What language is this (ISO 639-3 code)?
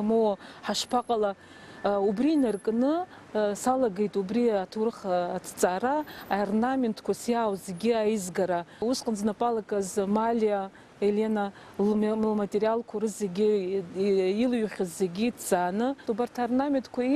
abk